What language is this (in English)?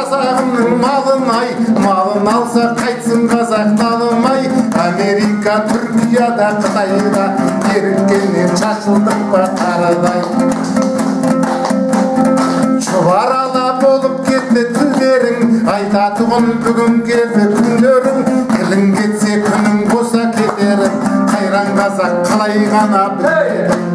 Kazakh